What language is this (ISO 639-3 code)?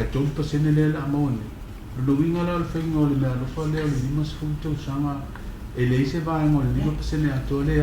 smo